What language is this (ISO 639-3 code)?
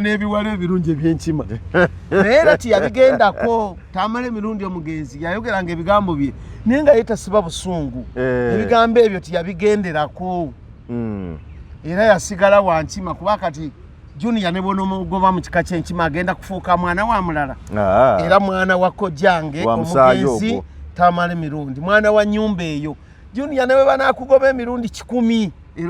lug